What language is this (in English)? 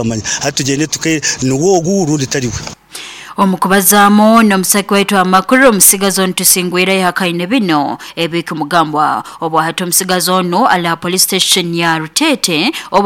Nyoro